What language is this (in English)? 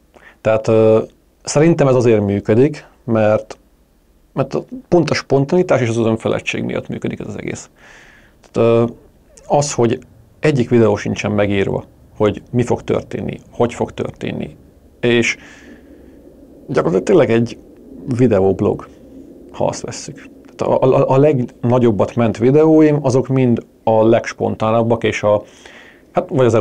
Hungarian